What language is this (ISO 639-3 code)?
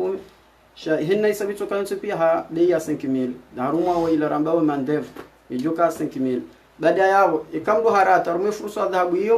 zdj